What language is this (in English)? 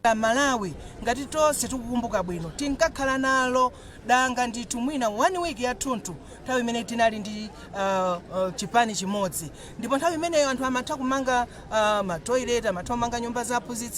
Nyanja